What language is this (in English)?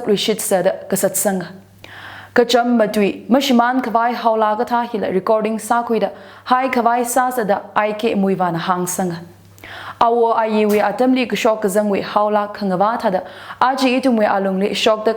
Tangkhul Naga (India)